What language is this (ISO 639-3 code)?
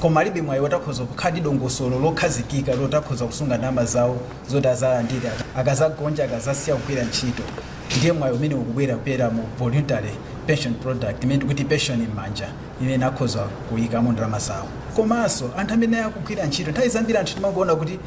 nya